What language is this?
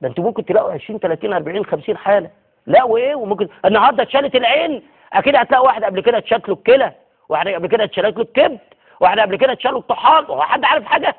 Egyptian Arabic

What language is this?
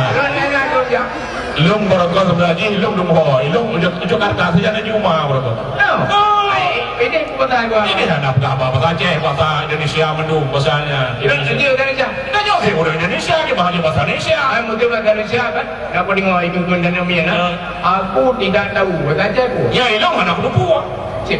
Achinese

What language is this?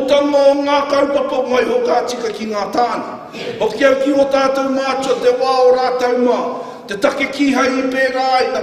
Māori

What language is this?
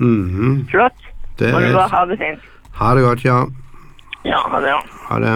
Norwegian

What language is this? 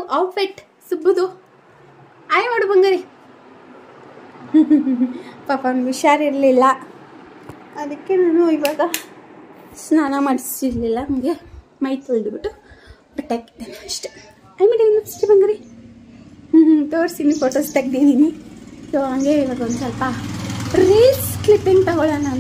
Kannada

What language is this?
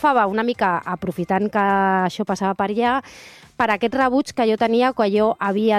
Catalan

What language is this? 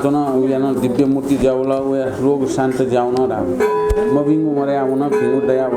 Newari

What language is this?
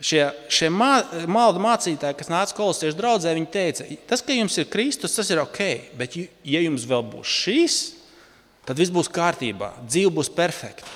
Latvian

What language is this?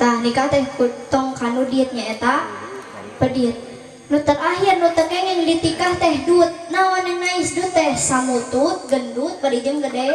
Sundanese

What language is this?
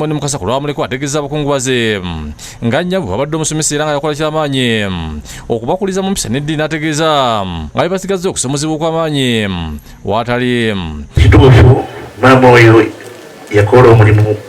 Ganda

